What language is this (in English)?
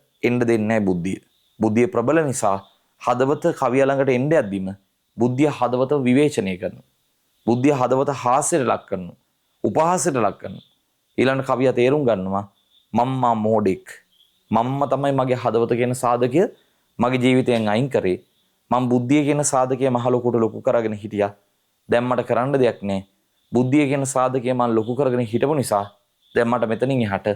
Sinhala